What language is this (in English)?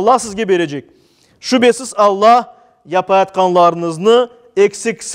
Crimean Tatar